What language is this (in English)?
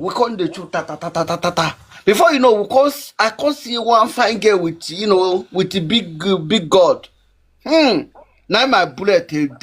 Nigerian Pidgin